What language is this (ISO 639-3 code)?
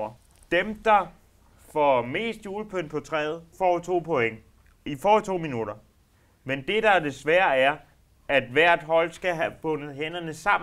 dan